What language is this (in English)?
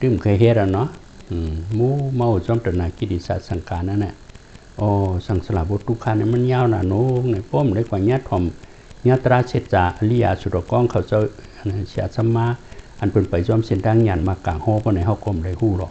Shan